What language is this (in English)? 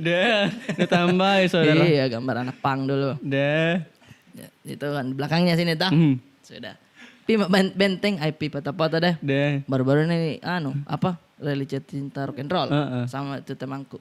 Makassar Malay